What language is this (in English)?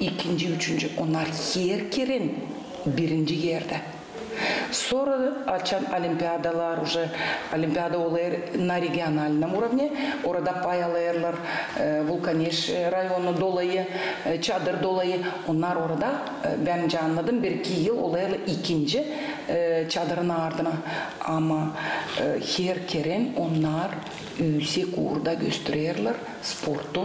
Gagauz